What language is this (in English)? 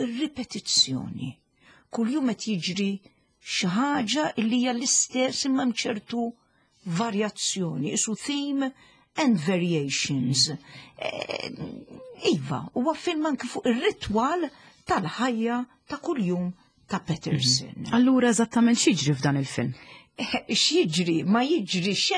Maltese